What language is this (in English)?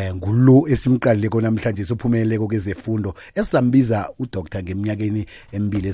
South Ndebele